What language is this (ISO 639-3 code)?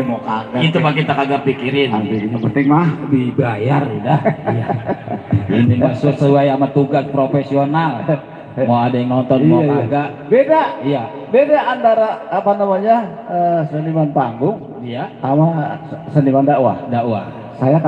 bew